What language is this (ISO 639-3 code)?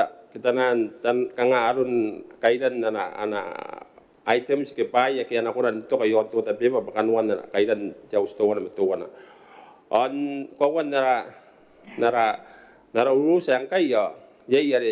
gil